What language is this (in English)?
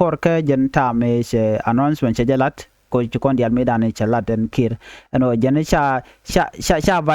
Nuer